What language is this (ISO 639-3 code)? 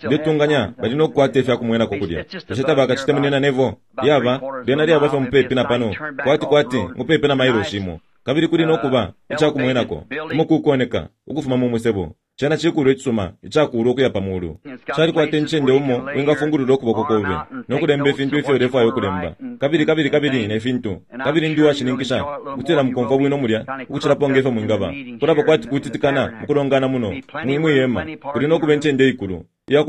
bem